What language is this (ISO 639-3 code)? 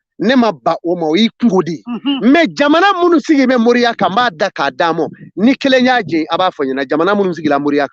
bam